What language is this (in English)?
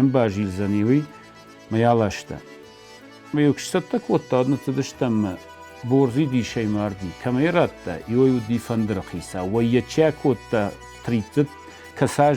Ossetic